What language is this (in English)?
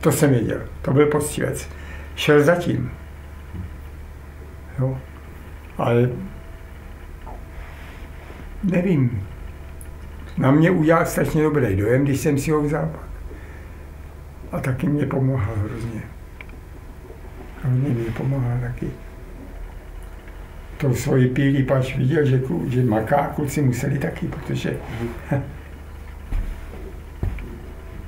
Czech